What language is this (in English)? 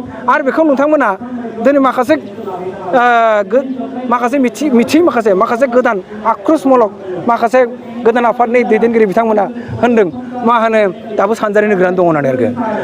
Bodo